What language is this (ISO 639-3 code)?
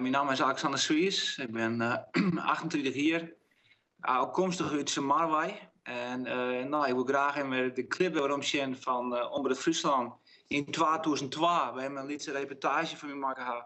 fry